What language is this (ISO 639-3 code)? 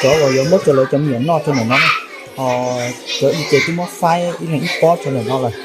hmn